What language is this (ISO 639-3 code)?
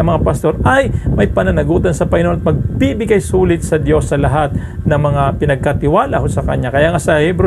fil